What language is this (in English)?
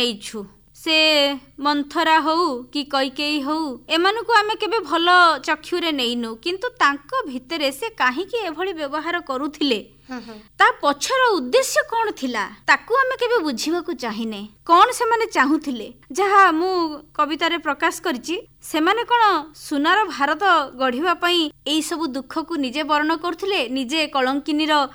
Odia